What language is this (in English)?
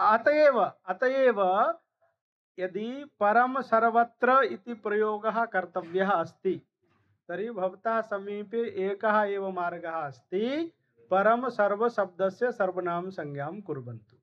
Sanskrit